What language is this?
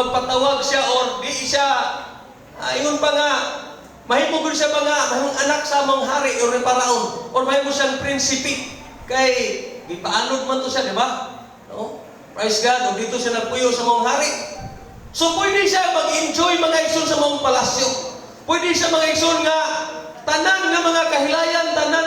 Cebuano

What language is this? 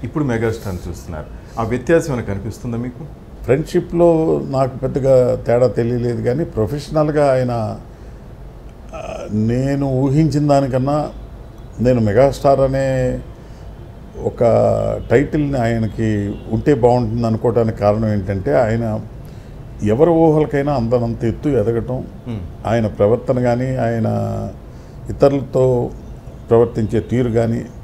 Telugu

